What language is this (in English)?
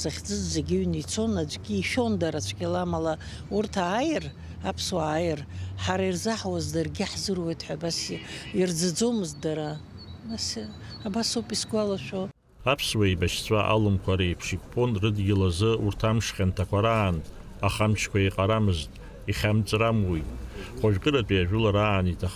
Abkhazian